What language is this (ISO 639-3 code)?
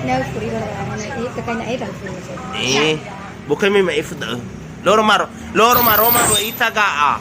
nia